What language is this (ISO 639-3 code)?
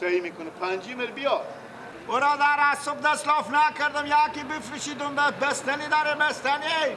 fas